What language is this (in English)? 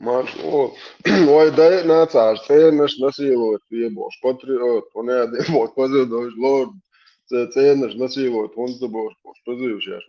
Chechen